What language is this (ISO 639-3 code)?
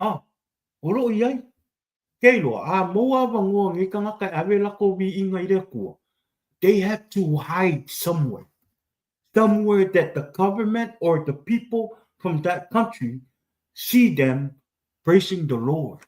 smo